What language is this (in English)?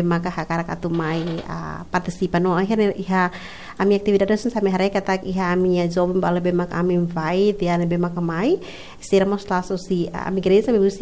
Tetum